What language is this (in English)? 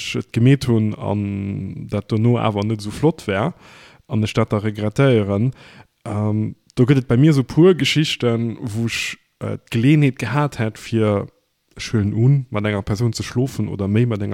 Luxembourgish